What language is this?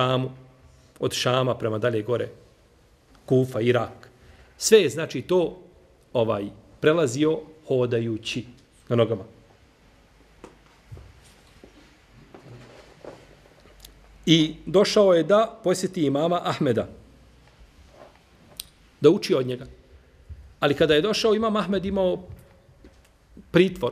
Bosnian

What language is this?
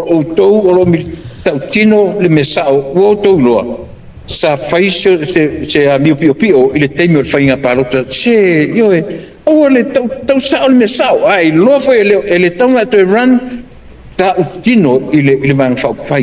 Samoan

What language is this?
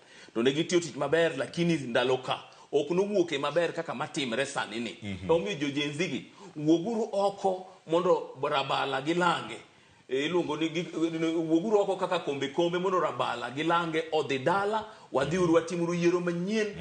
Luo (Kenya and Tanzania)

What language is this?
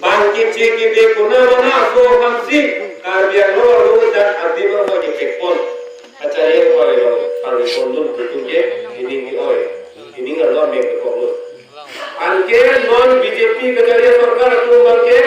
Karbi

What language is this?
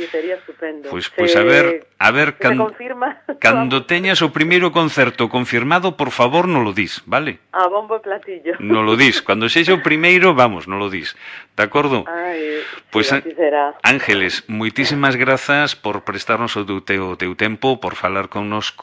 Galician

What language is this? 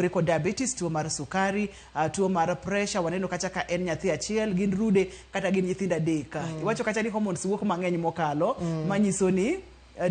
Luo (Kenya and Tanzania)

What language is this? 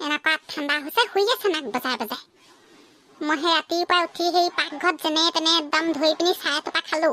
Assamese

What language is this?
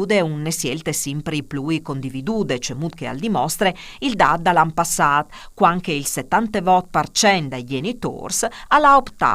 Friulian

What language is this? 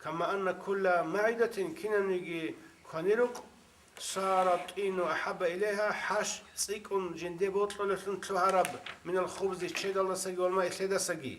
Avaric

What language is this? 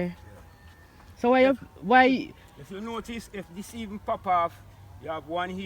Jamaican Creole English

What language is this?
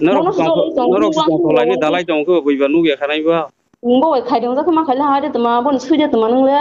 Kok Borok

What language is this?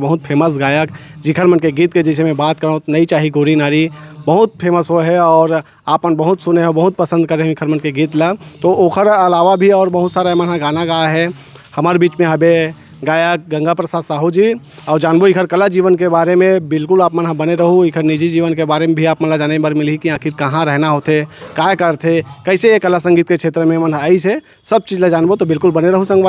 Chhattisgarhi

